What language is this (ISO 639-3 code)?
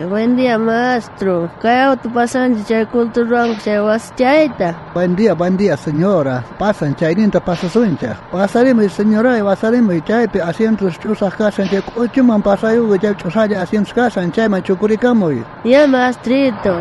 quh